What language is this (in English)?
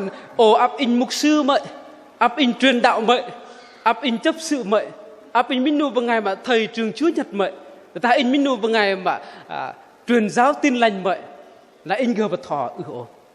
Bahnar